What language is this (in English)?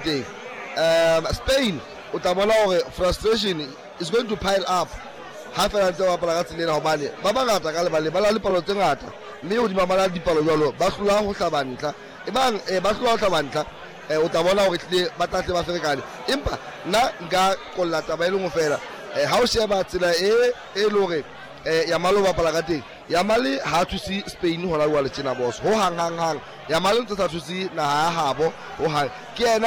Southern Sotho